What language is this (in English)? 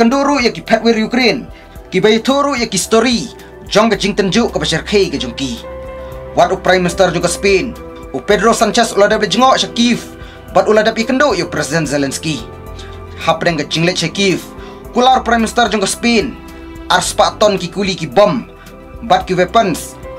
Khasi